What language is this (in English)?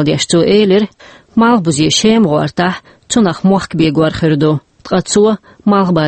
Chechen